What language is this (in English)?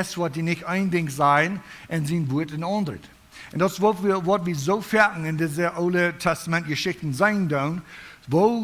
Plautdietsch